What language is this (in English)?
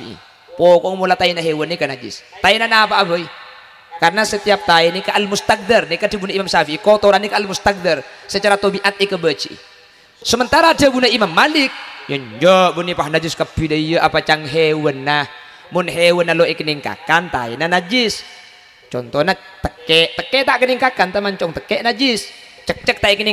Madurese